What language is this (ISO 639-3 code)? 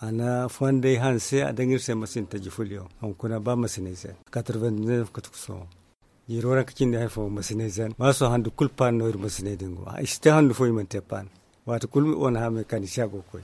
dje